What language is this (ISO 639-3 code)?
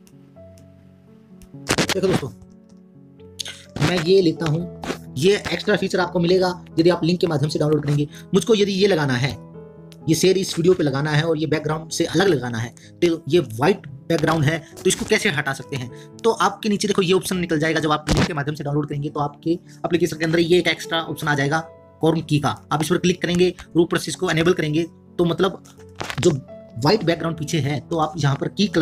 hin